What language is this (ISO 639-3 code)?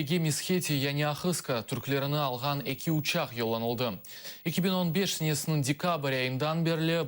crh